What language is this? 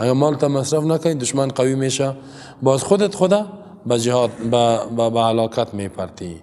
Persian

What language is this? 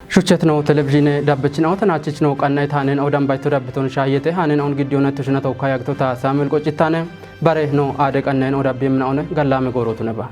Kafa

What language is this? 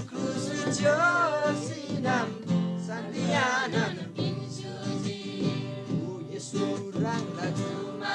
Eastern Tamang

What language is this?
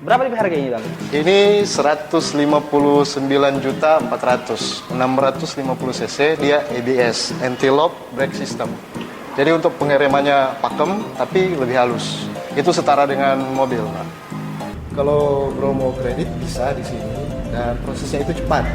Manado Malay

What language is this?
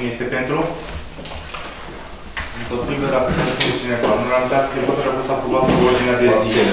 Romanian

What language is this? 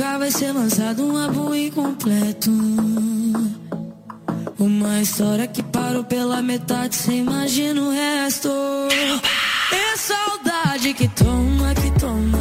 Portuguese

